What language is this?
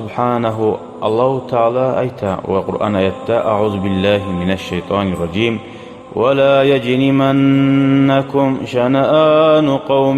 Kumyk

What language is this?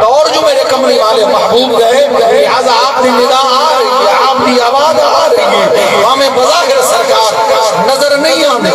Saraiki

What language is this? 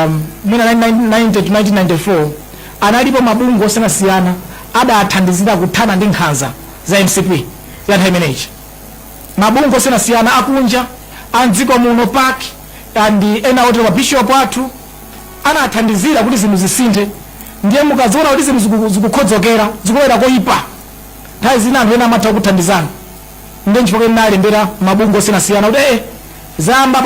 Nyanja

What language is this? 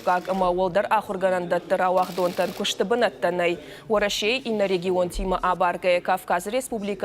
Ossetic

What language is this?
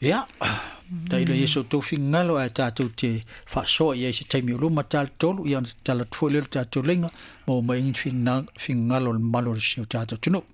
Samoan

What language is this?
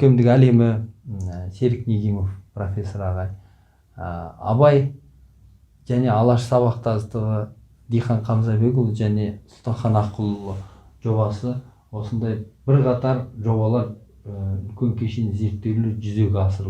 Kazakh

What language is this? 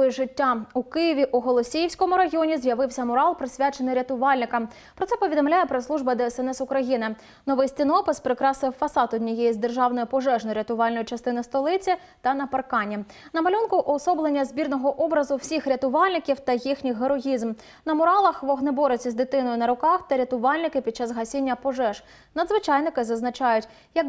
Ukrainian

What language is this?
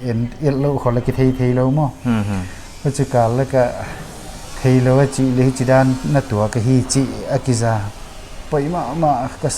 Paite Chin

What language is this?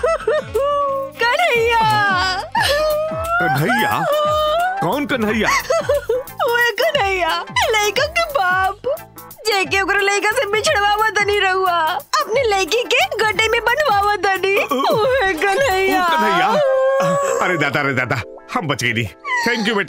Bhojpuri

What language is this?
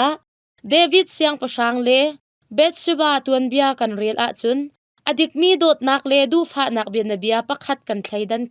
Hakha Chin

